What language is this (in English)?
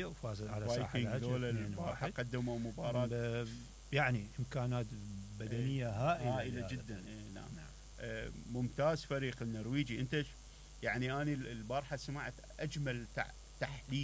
Mesopotamian Arabic